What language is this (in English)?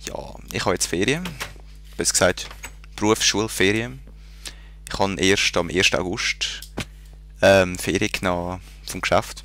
Swiss German